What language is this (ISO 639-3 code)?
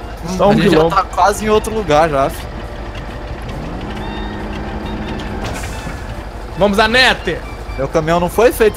por